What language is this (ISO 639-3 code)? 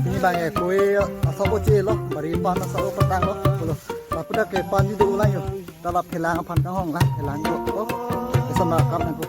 mjw